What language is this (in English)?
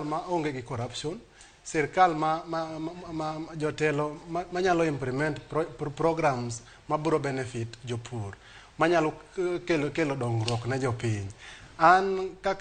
Luo (Kenya and Tanzania)